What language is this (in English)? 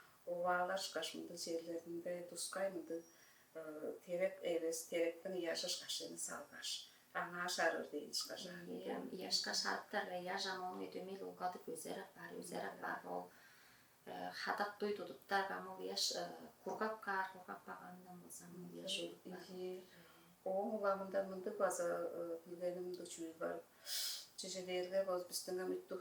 Tuvinian